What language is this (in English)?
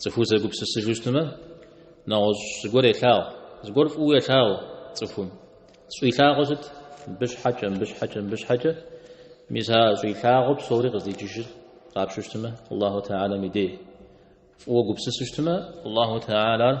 Kabardian